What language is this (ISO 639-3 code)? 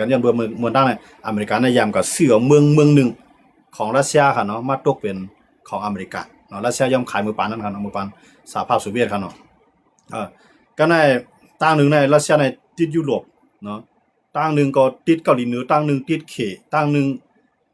shn